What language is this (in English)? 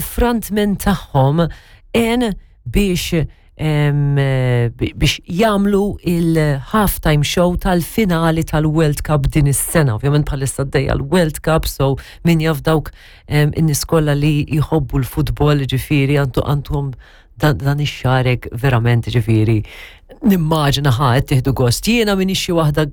Maltese